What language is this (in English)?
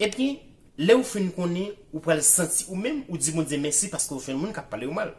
Haitian Creole